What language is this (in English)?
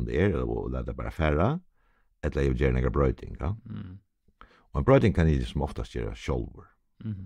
Faroese